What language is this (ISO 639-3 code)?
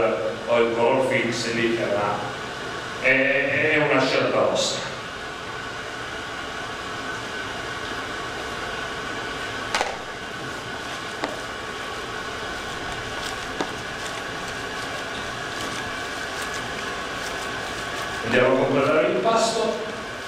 ita